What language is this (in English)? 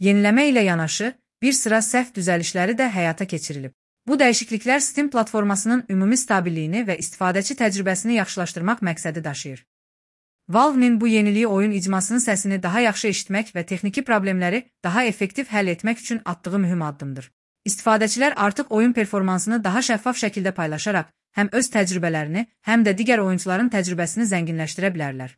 Azerbaijani